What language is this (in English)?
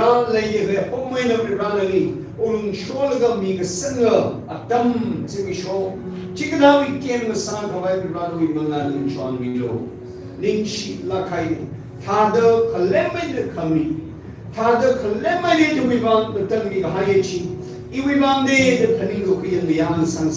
Tangkhul Naga (India)